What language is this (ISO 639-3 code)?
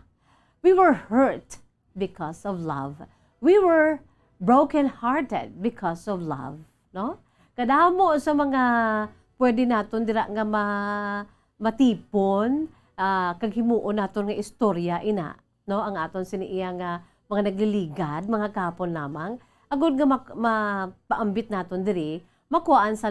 hil